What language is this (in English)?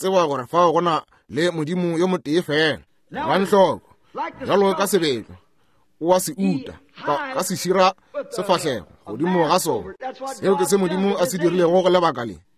Northern Sotho